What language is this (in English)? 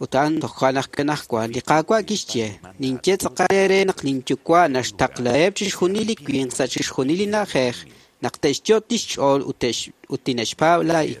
Kekchí